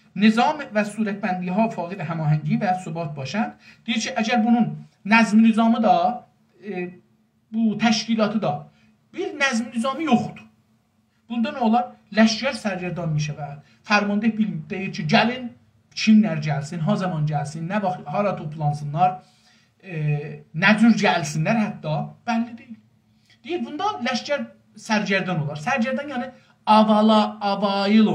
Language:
South Azerbaijani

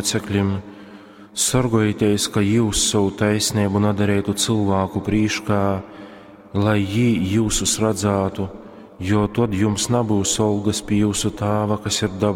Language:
Latgalian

